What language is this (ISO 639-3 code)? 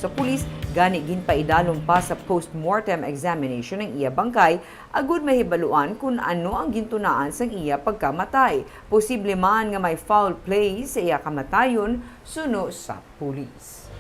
hil